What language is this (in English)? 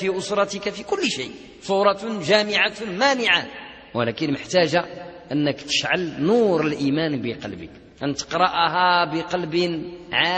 Arabic